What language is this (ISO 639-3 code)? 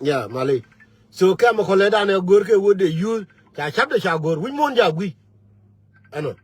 nus